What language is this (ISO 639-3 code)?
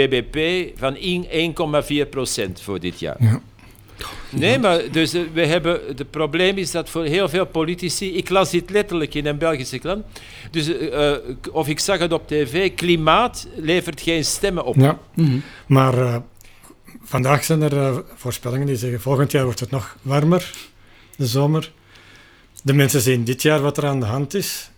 nld